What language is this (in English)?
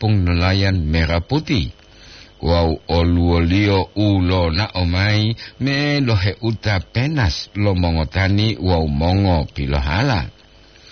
Gorontalo